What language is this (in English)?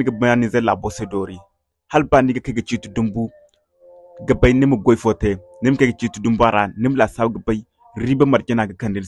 Zarma